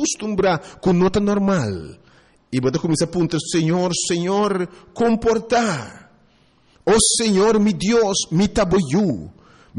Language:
Papiamento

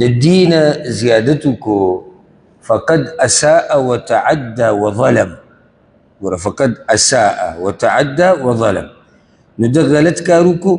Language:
Pashto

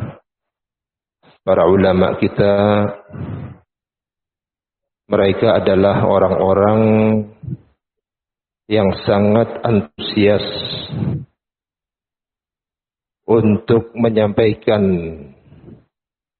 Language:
Indonesian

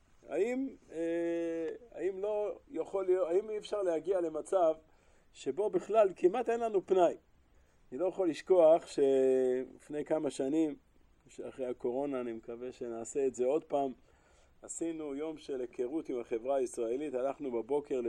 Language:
Hebrew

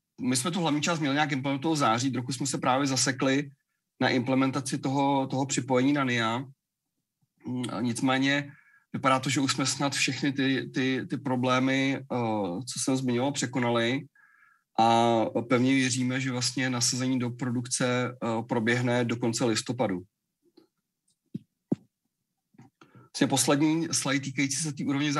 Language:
Czech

